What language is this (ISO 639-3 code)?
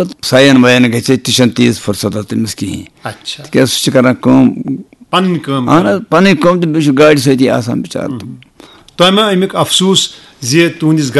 kas